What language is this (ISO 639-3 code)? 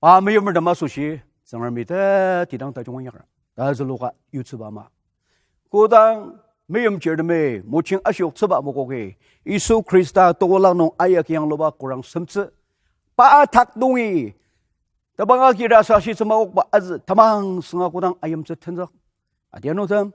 njo